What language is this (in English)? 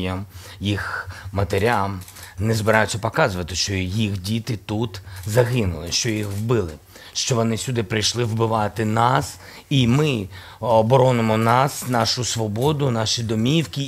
Ukrainian